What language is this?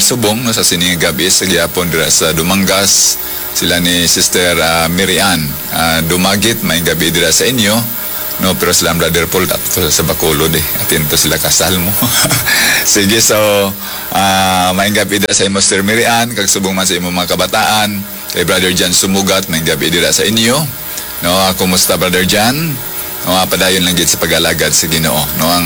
Hiligaynon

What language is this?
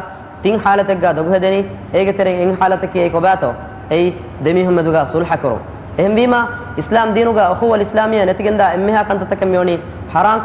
Divehi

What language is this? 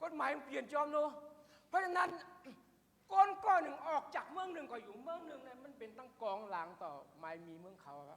Shan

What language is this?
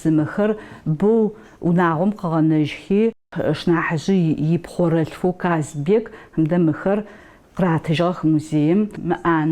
Adyghe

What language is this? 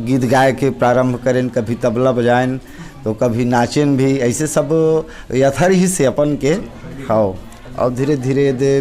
Chhattisgarhi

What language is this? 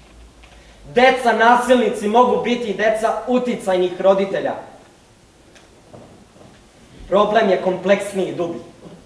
Serbian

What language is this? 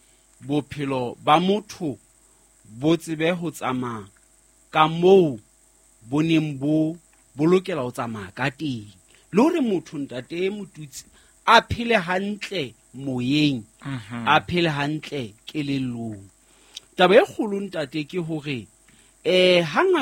Southern Sotho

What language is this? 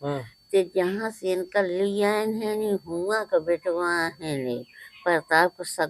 Awadhi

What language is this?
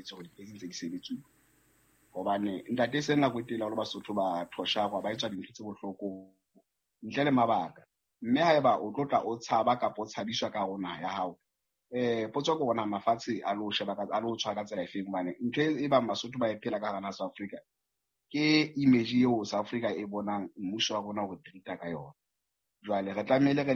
Southern Sotho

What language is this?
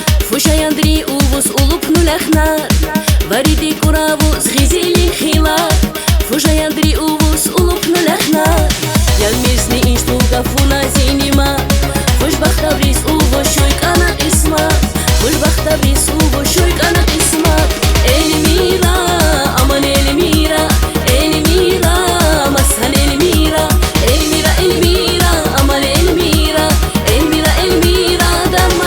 Tabassaran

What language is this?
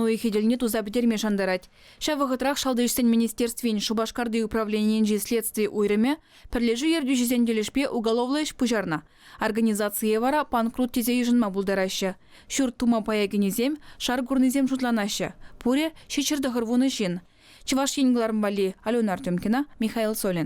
Chuvash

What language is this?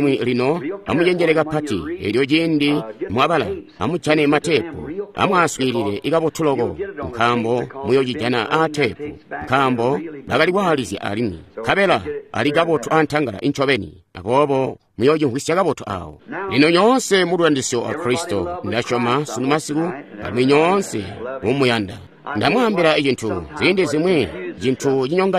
Tonga (Zambia)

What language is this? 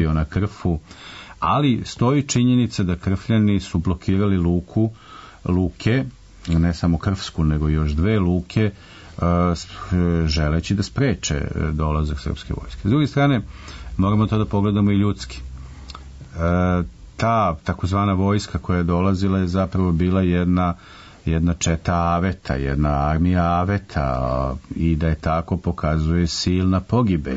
Serbian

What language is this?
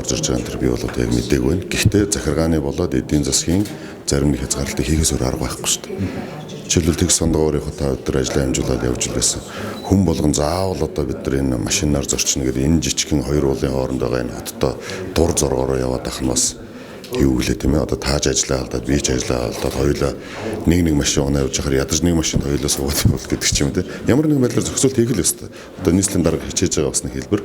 Mongolian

